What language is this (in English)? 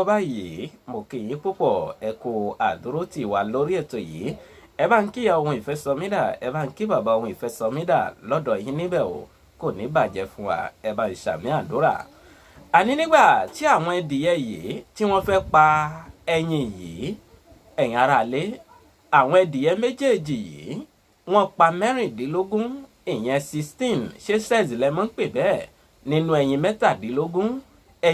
Yoruba